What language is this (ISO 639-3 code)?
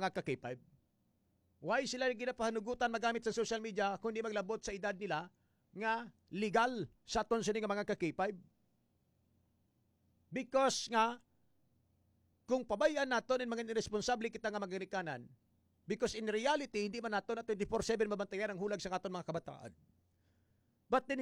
hil